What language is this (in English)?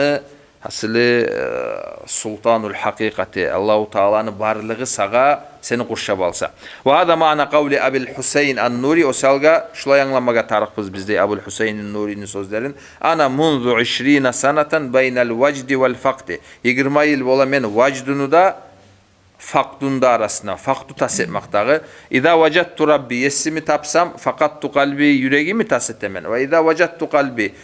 Kumyk